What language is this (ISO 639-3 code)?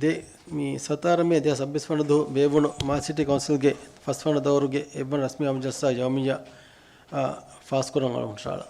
div